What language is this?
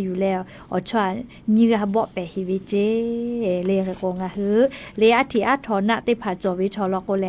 Lahu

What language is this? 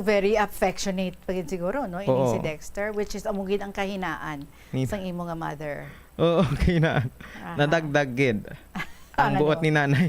Hiligaynon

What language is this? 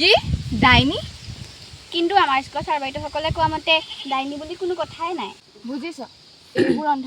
Assamese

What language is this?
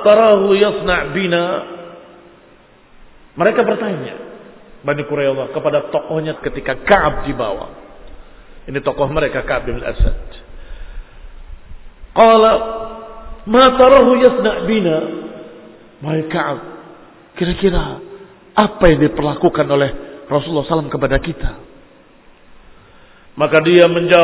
Indonesian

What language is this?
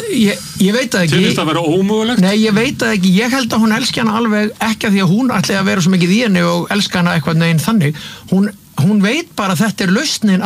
Icelandic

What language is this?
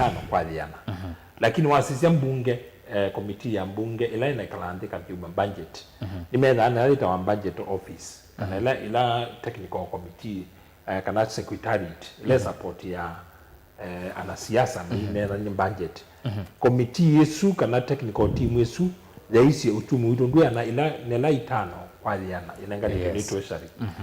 Kamba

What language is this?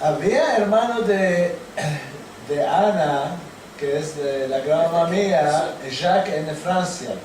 Ladino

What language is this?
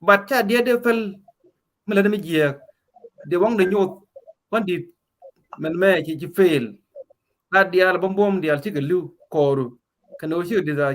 Nuer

